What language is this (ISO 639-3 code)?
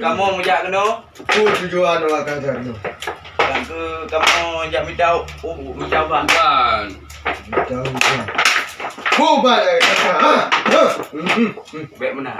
ace